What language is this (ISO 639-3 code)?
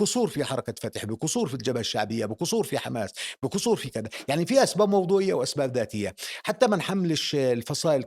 apc